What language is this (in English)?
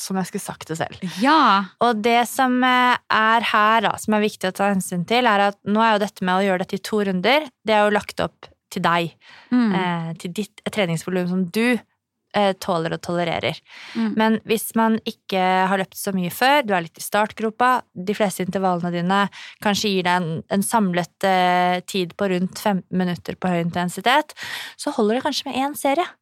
Norwegian